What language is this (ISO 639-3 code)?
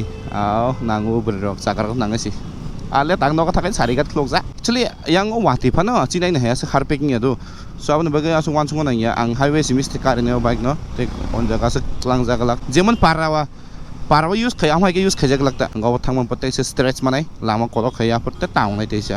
trp